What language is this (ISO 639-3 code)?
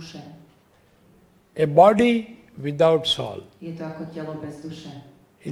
slk